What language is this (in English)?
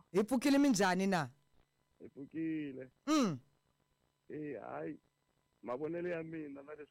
Tsonga